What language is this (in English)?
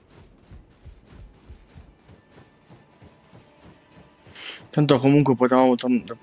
Italian